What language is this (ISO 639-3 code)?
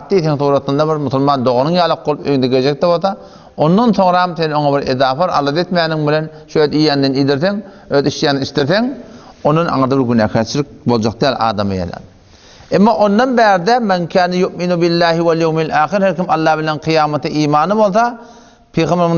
tuk